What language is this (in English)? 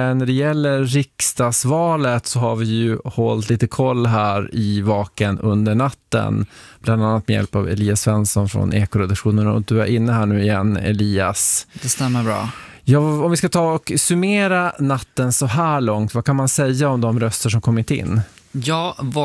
Swedish